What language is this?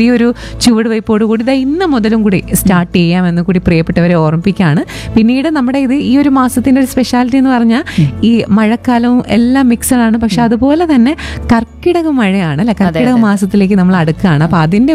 Malayalam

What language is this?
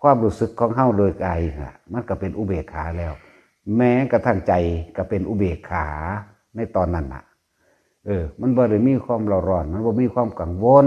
Northeastern Thai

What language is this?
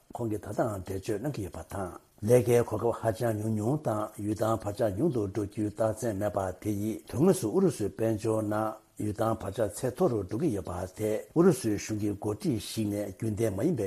Tibetan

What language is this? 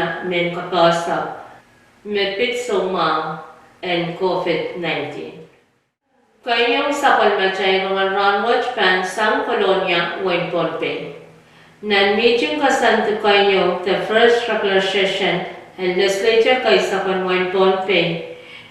Pohnpeian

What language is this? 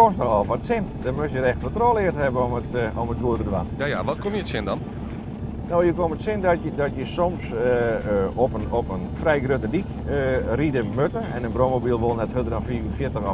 Western Frisian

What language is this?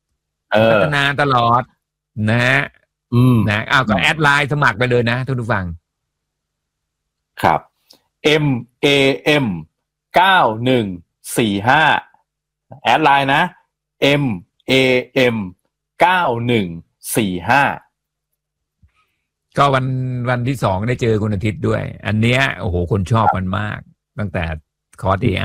Thai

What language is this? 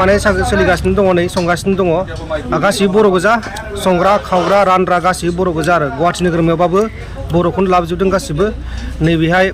Bodo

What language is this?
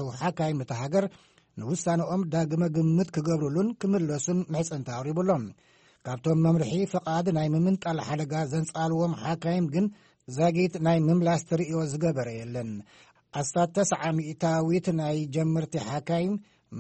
Tigrinya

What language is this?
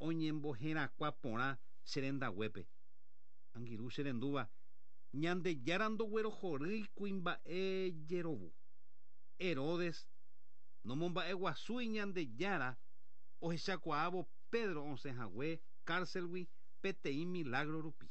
Guarani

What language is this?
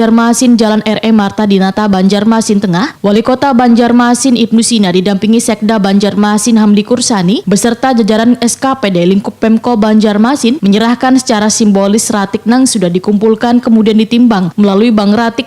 Banjar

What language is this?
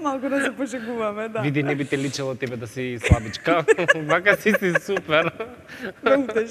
Macedonian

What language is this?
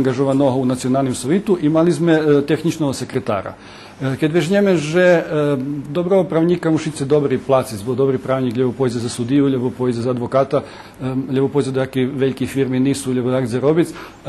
Rusyn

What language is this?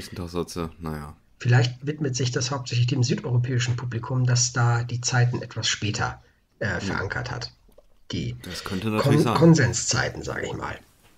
German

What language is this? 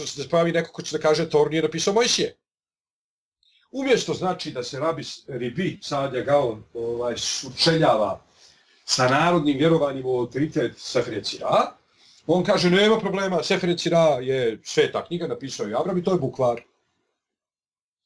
Bosnian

